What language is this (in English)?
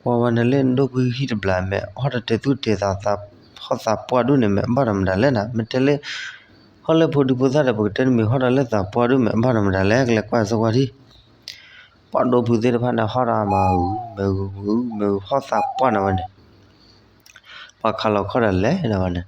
S'gaw Karen